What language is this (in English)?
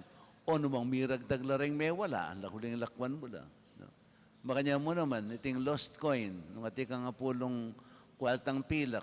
Pampanga